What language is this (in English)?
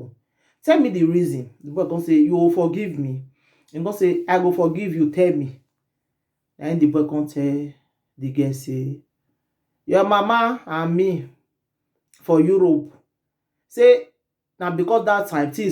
Nigerian Pidgin